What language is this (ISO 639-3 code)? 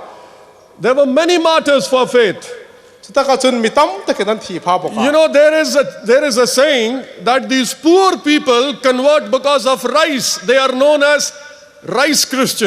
hmr